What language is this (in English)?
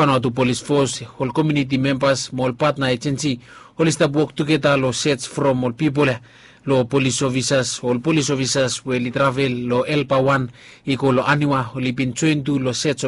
Bislama